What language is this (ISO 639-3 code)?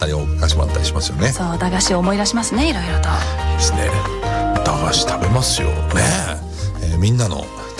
jpn